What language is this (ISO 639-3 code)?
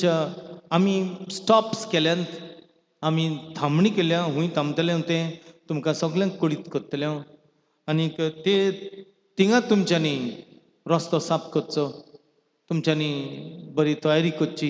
kok